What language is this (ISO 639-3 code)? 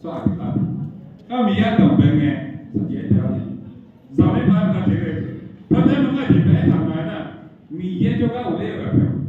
ahk